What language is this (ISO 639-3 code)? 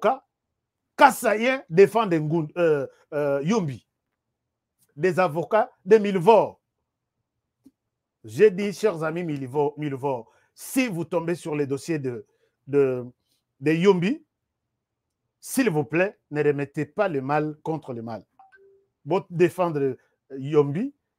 fra